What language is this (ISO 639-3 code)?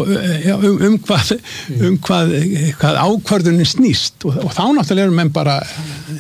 isl